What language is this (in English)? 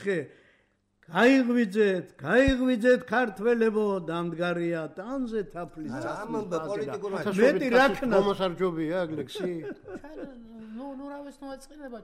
Georgian